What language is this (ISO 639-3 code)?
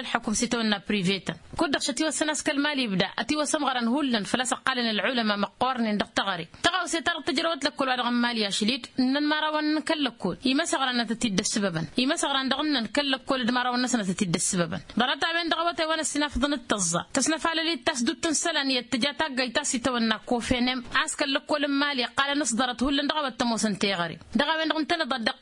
taq